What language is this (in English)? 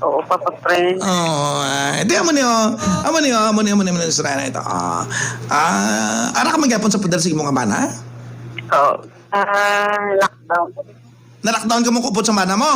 Hiligaynon